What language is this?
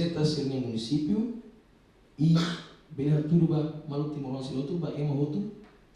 Tetum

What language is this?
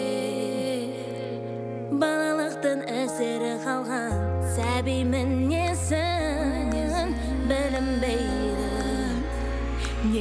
Kazakh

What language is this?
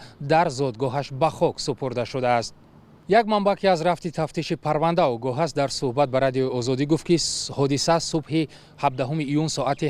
Tajik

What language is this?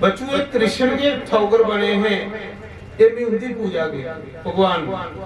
Dogri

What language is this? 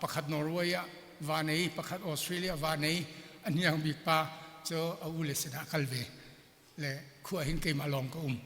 Hakha Chin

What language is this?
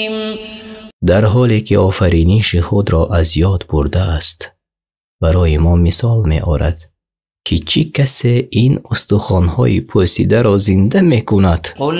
Tajik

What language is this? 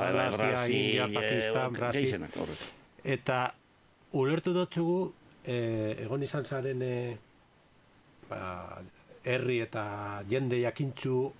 Basque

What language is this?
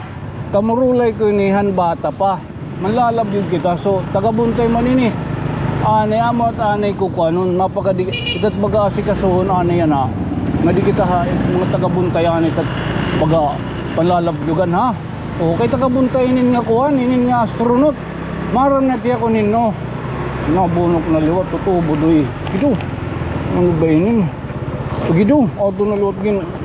Waray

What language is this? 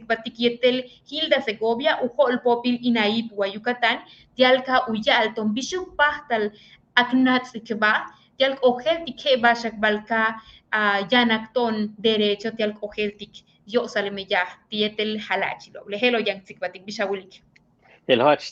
Yucateco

